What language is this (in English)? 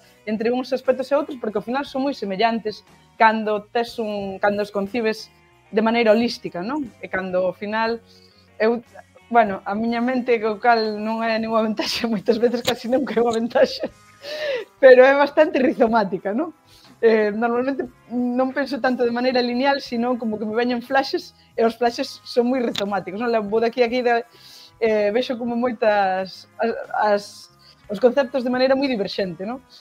Galician